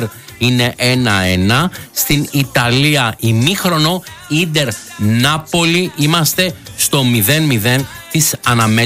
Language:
Greek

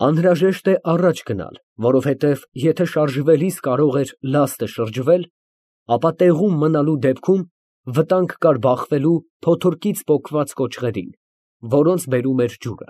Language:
Armenian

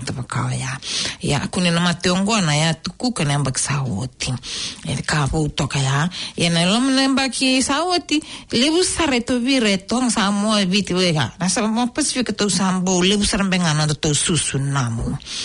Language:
Fijian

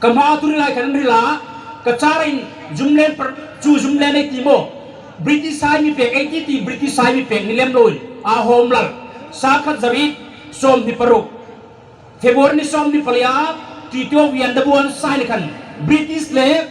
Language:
Hmar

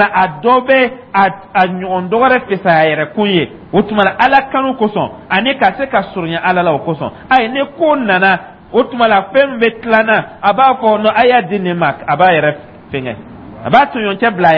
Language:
Dyula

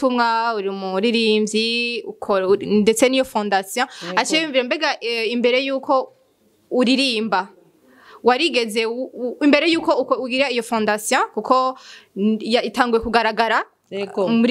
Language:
Rundi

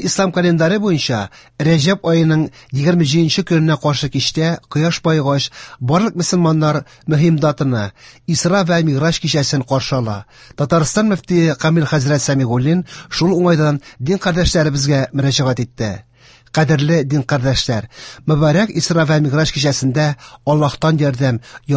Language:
Tatar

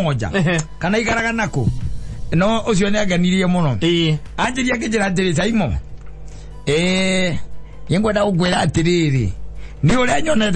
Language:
Kikuyu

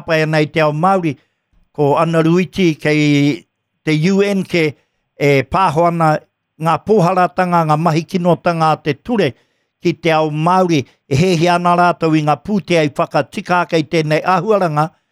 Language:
Māori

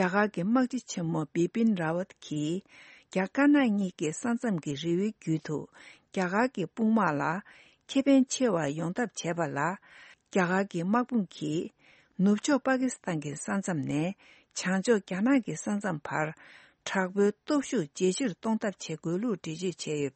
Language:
Tibetan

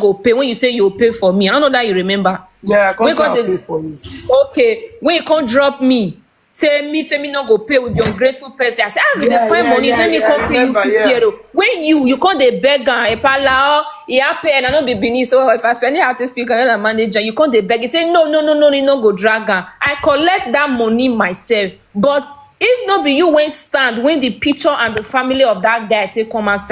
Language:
Nigerian Pidgin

